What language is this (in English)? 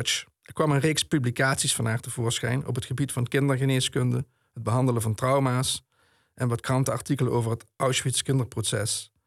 Dutch